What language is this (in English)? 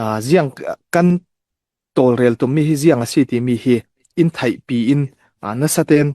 Falam Chin